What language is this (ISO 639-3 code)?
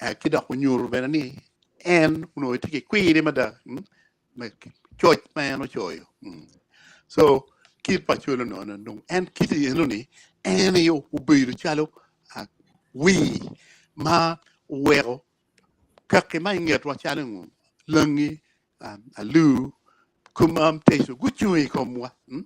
ach